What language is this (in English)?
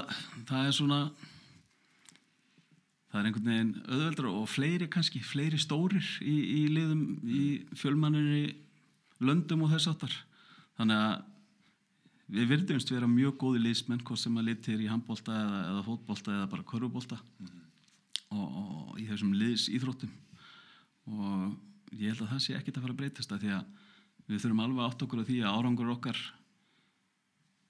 Icelandic